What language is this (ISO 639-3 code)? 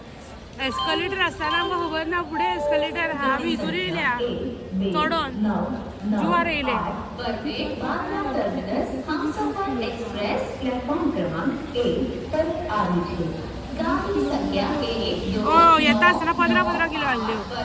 kok